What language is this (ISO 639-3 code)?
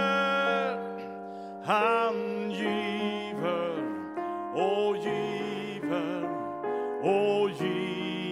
swe